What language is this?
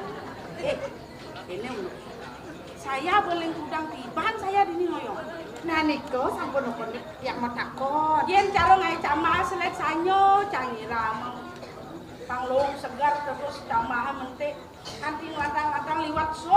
Balinese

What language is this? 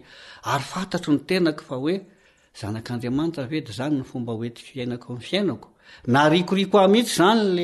Malagasy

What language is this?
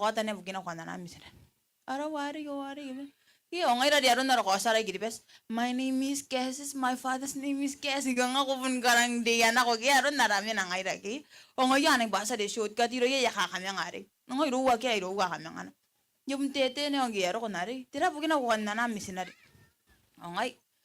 Gilbertese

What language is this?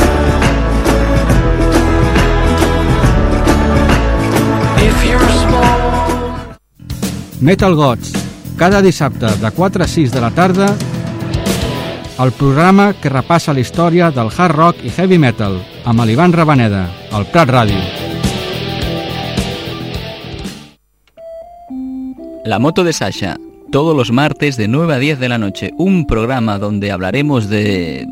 Catalan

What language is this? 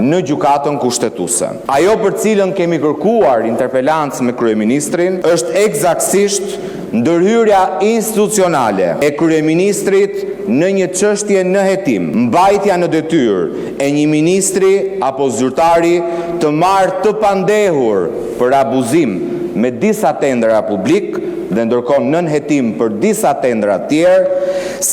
Albanian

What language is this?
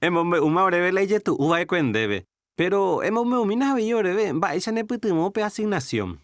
Guarani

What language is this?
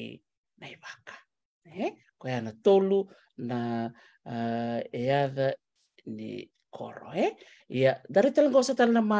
Fijian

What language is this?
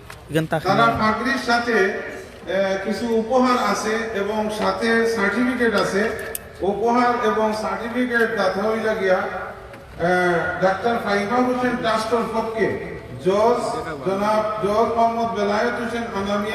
Sylheti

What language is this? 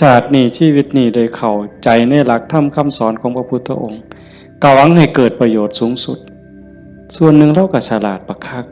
Northeastern Thai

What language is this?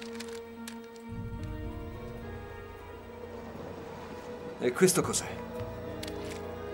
Italian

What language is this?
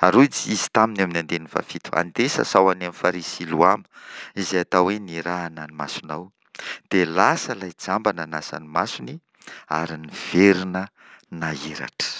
Malagasy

